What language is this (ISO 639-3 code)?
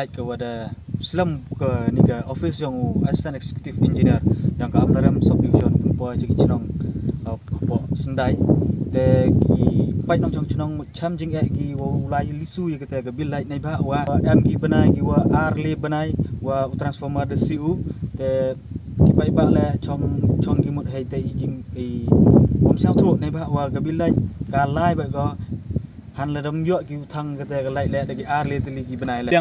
pbv